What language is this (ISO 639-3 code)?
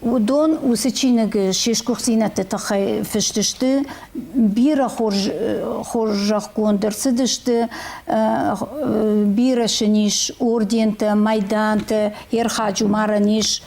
oss